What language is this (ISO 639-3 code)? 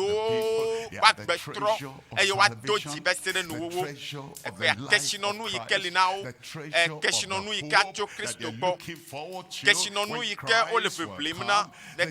ewe